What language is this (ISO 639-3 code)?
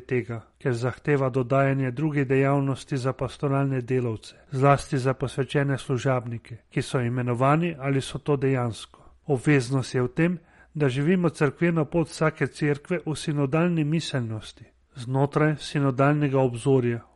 slv